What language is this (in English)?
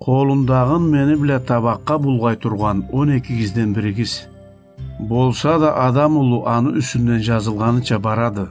Karachay-Balkar